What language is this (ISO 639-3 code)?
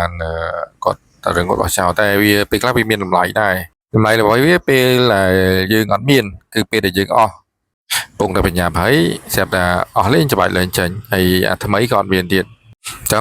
khm